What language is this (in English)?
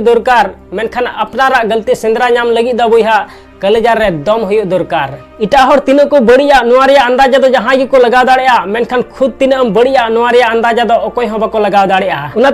Santali